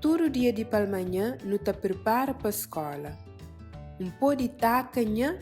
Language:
Kabuverdianu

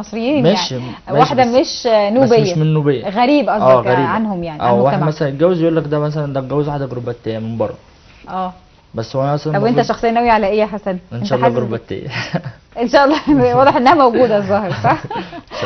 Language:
Egyptian Arabic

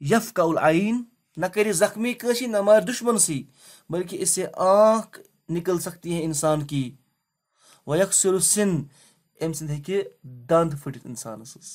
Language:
Kashmiri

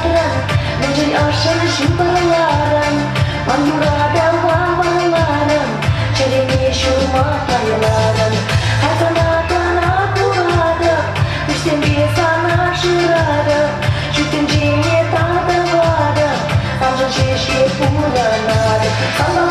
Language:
Chuvash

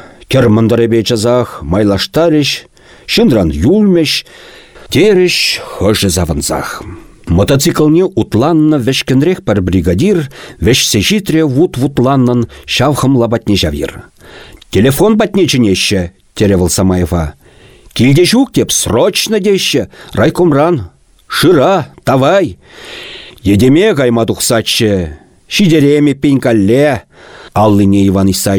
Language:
Chuvash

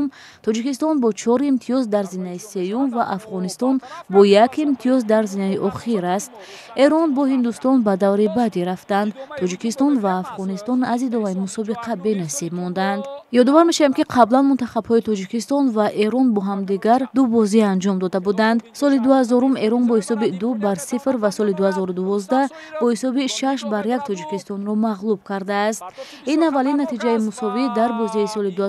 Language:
Tajik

